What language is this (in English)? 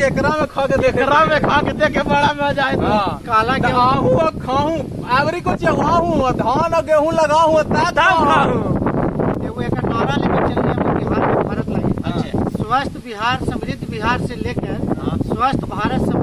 Magahi